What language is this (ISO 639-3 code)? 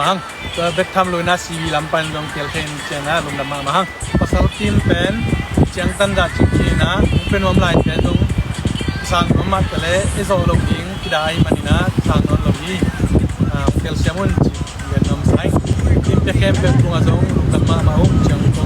ctd